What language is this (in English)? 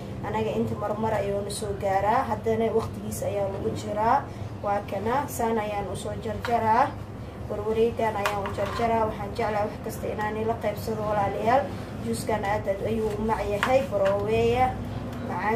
Somali